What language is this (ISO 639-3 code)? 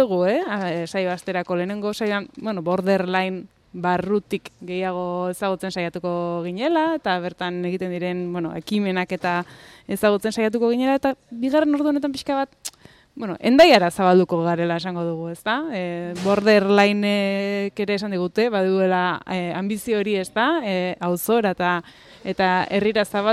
eus